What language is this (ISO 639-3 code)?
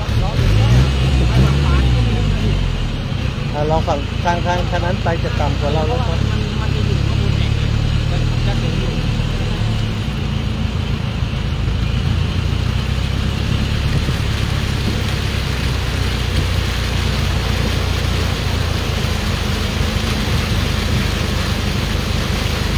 tha